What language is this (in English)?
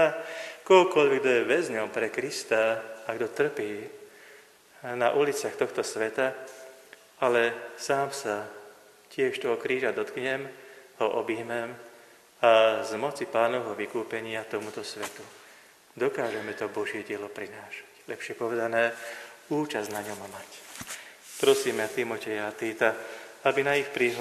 Slovak